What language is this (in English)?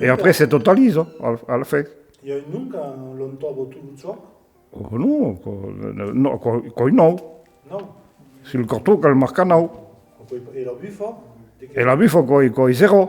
Occitan